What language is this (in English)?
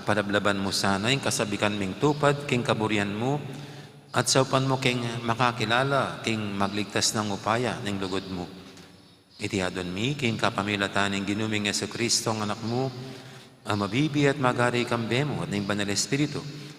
Pampanga